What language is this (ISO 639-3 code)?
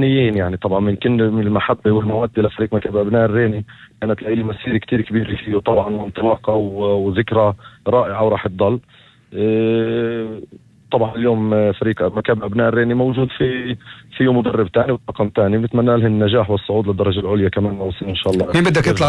apc